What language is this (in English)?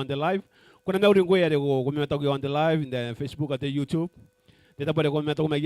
Gilbertese